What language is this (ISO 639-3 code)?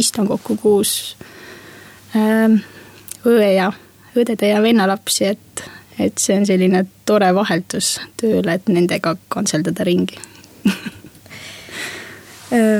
est